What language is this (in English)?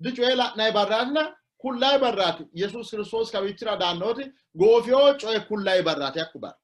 Sidamo